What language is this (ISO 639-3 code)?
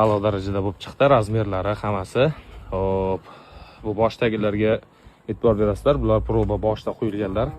uzb